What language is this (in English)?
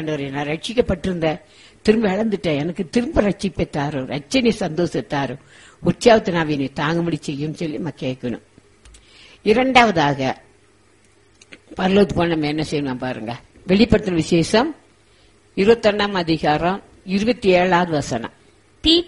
Tamil